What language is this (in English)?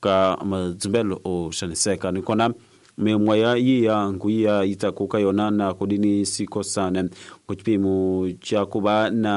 Tsonga